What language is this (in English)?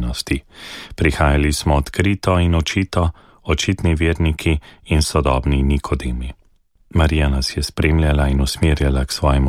Slovenian